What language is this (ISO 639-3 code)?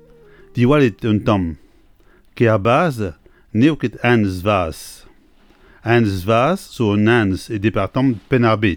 bre